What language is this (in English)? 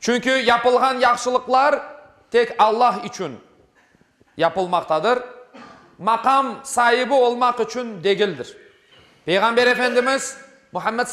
Crimean Tatar